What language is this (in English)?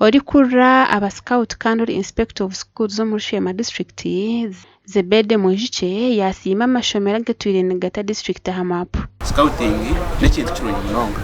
Nyankole